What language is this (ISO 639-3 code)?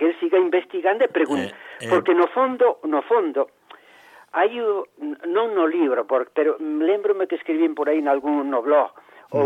glg